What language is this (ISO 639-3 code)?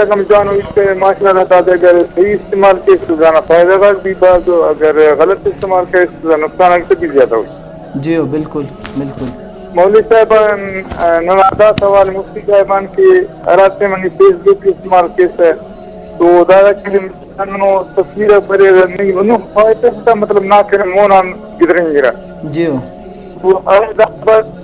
brh